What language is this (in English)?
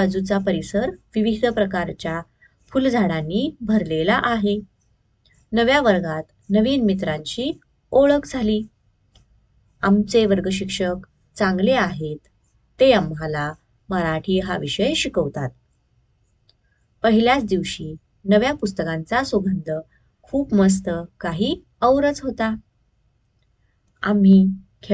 Marathi